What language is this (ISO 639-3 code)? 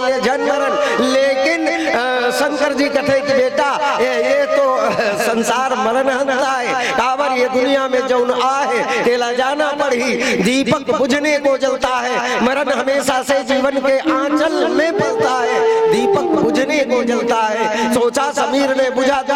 hne